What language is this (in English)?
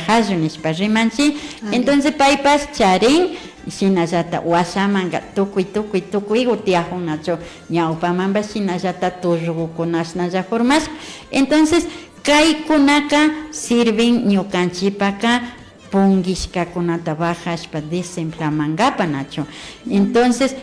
Imbabura Highland Quichua